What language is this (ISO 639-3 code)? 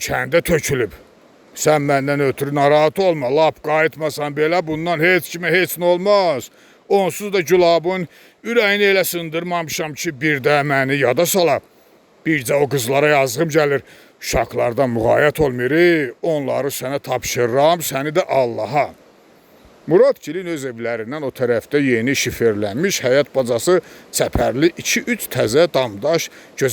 aze